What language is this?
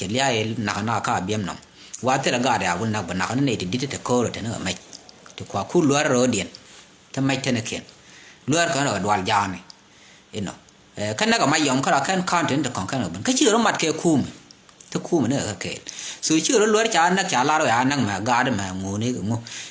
Nuer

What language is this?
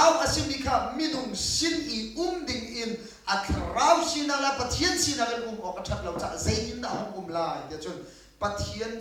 Hakha Chin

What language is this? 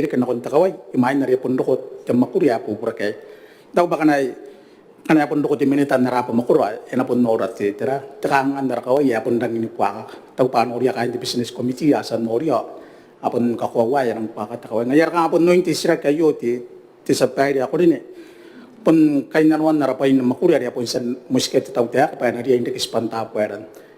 Gilbertese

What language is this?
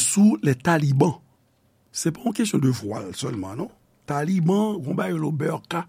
Haitian Creole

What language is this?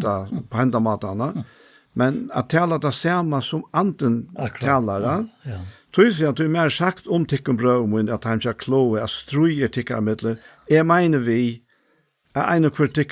Faroese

